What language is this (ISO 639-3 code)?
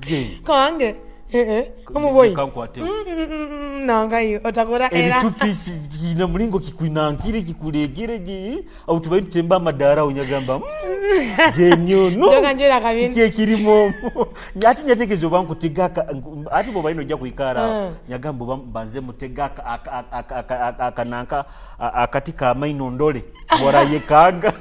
nyo